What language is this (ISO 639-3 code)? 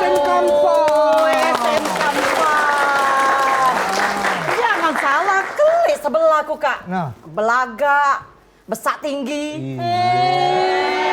mui